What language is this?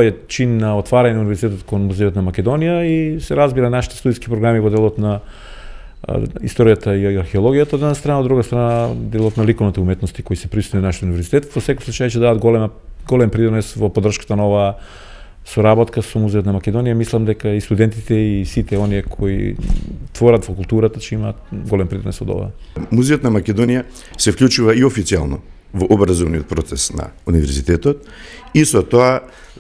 Macedonian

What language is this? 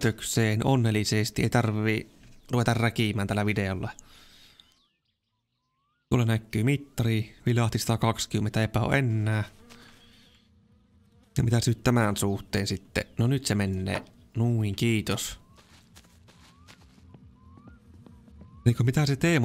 Finnish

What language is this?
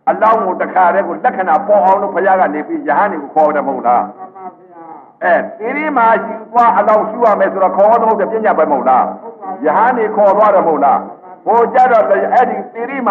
Burmese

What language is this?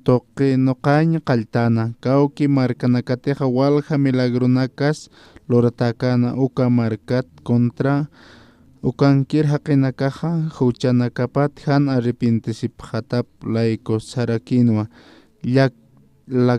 Aymara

